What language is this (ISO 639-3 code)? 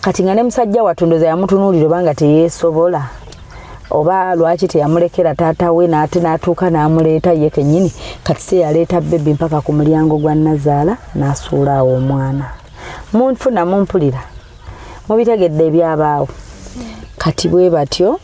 lug